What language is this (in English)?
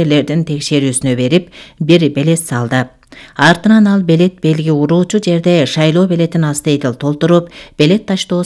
Kyrgyz